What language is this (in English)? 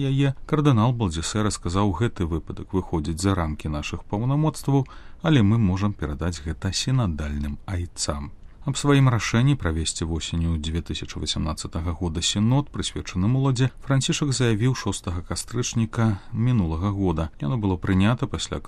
Belarusian